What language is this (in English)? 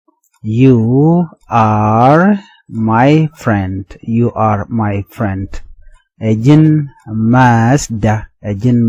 Nuer